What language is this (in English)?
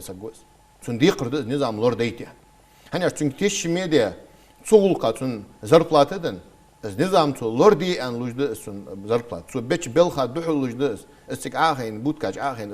Ingush